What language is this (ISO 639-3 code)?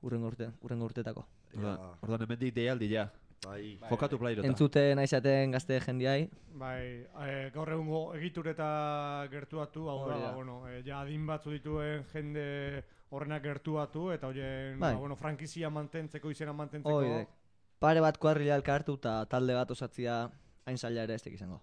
eus